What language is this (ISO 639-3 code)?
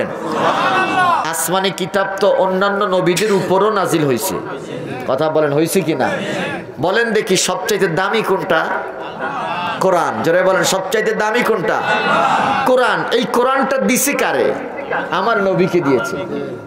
ben